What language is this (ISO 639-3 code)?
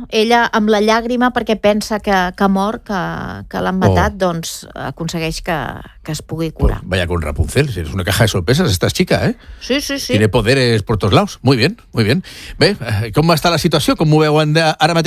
cat